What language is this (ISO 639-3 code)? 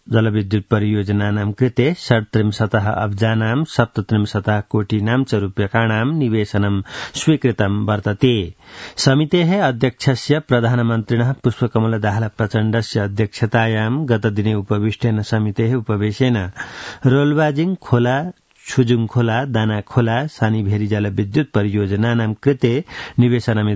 san